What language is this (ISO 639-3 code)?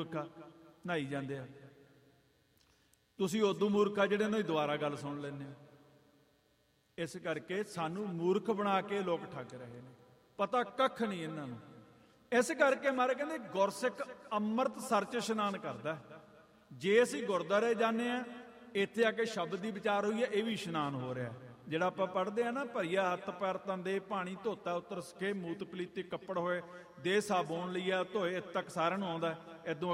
pan